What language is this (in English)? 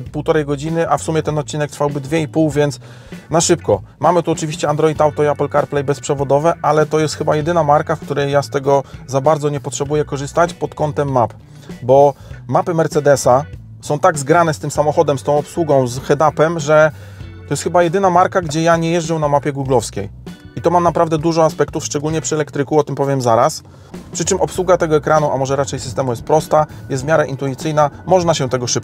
Polish